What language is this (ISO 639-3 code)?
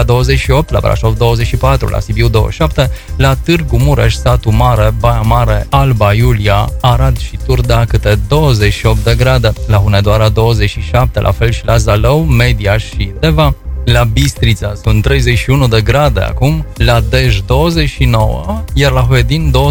ron